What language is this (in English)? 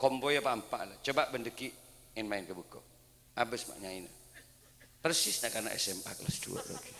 Madurese